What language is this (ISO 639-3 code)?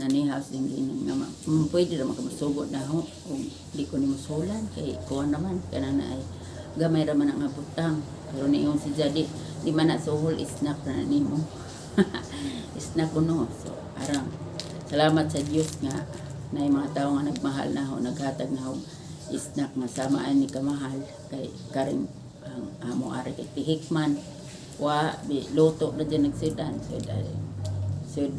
ceb